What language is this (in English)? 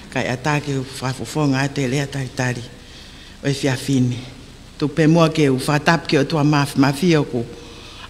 Tongan